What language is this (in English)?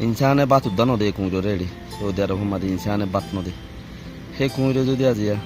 Rohingya